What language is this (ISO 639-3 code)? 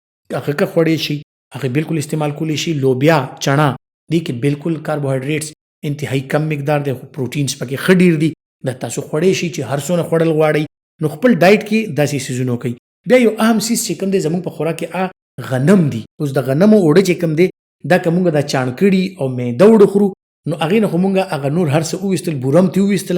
pus